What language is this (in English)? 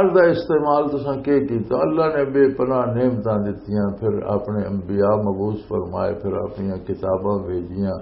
Western Panjabi